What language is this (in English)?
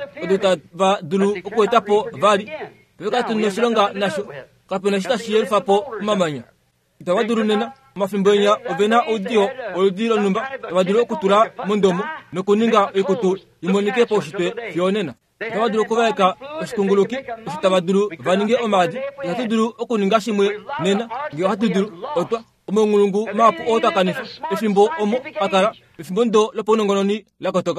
Kuanyama